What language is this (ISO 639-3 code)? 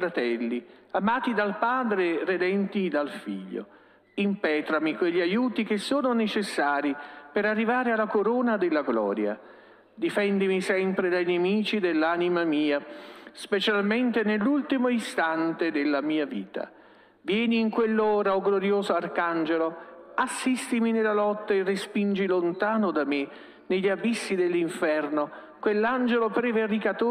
ita